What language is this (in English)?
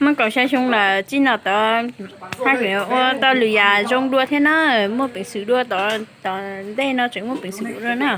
Hmong